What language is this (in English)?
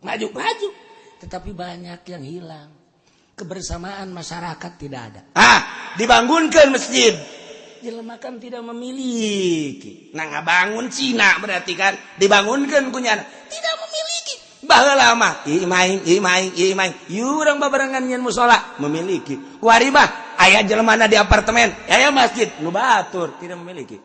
Sundanese